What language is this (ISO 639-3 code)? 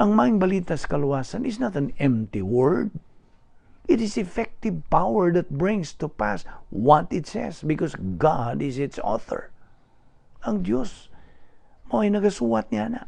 ceb